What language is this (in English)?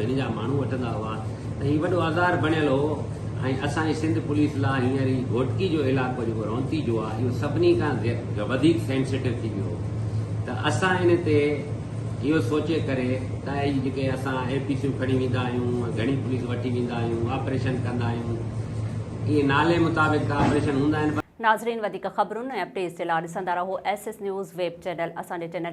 Sindhi